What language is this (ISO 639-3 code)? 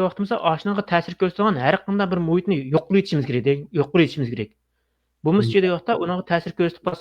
uig